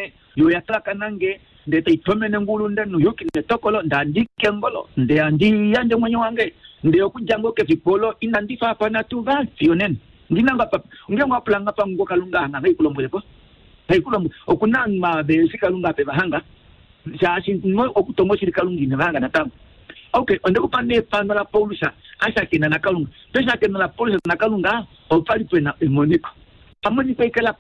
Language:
Kuanyama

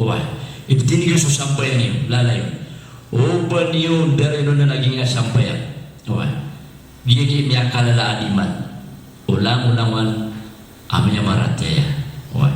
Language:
Maranao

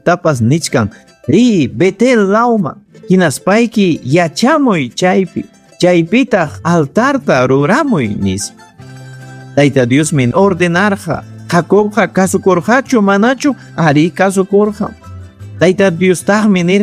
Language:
Ayacucho Quechua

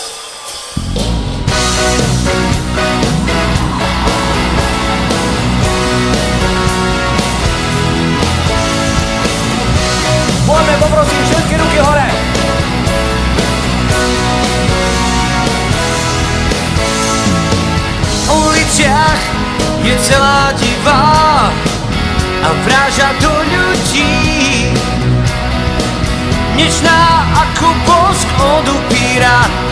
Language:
Slovak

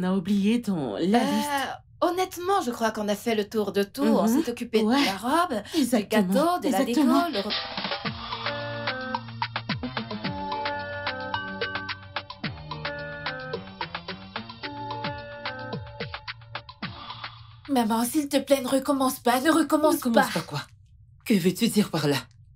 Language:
French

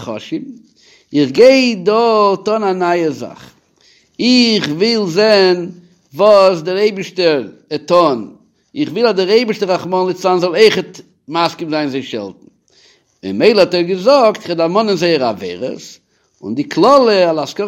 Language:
Yiddish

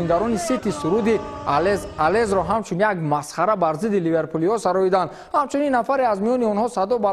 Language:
Tajik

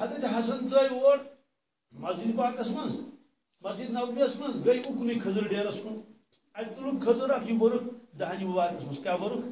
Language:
Kashmiri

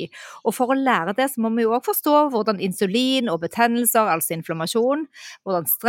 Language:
Norwegian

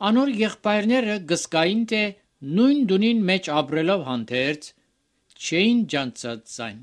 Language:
Armenian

